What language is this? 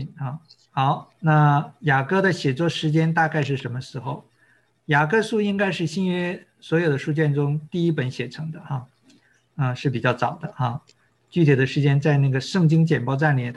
Chinese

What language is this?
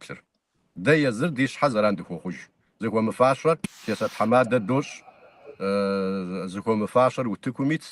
Kabardian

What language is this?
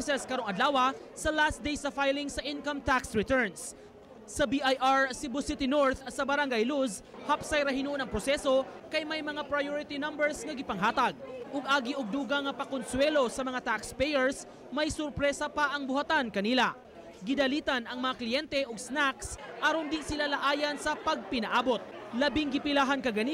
Cebuano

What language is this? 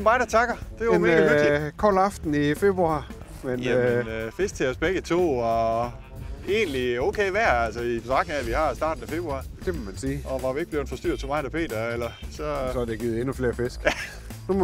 Danish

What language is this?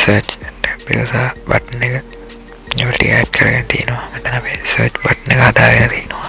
Sinhala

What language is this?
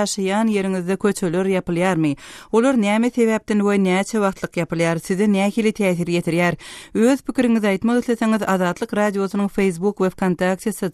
Turkmen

